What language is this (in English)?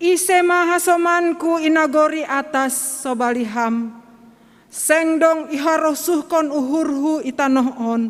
Batak Simalungun